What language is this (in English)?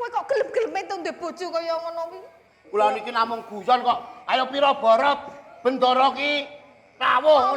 Javanese